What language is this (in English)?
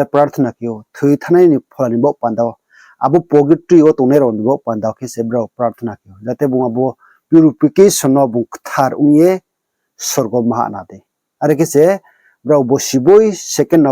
Riang (India)